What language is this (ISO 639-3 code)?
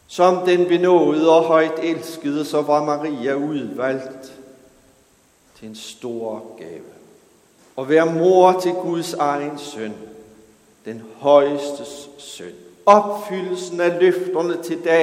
dan